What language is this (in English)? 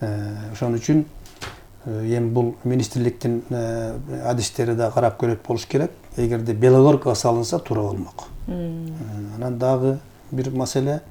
Kyrgyz